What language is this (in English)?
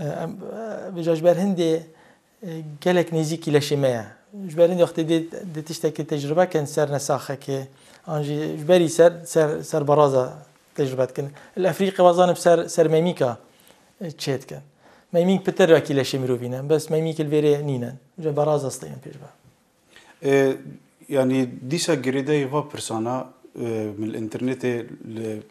Kurdish